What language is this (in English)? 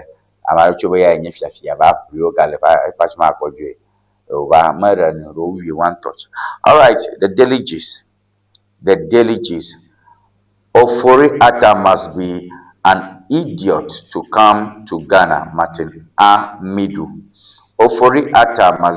Ewe